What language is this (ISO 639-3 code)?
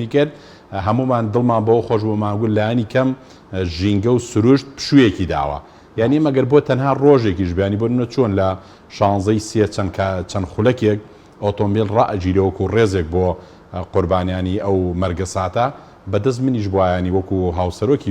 ckb